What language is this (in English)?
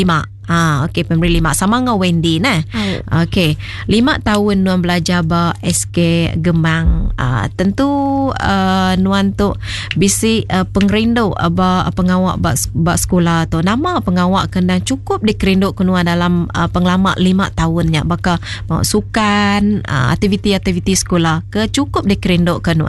Iban